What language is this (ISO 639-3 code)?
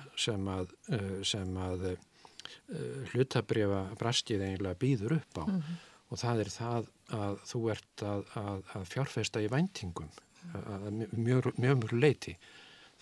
isl